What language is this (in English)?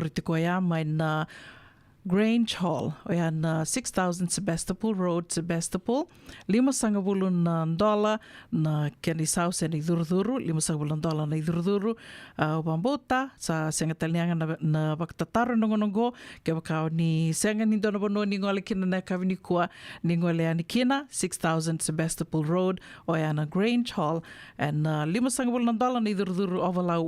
Fijian